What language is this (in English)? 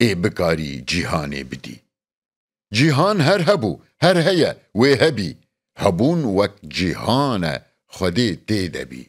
Kurdish